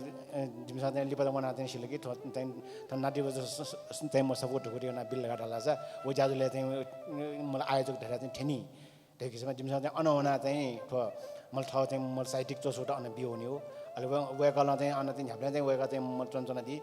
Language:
Newari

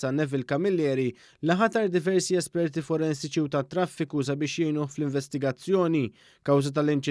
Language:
Maltese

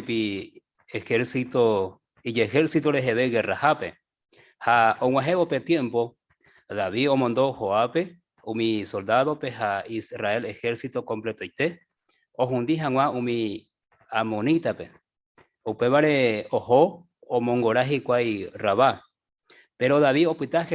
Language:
Guarani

